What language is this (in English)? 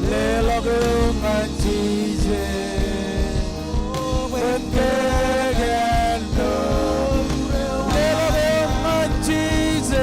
Marshallese